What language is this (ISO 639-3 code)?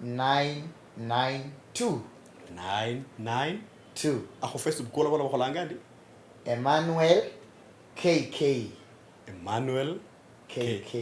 luy